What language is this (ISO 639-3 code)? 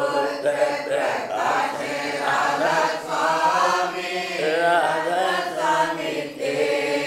hin